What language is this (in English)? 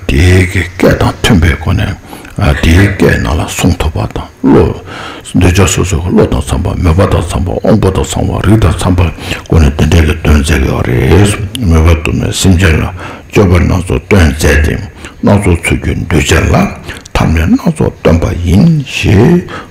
Tibetan